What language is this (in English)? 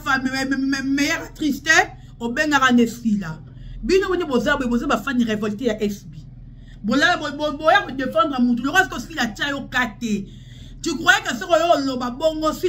Lingala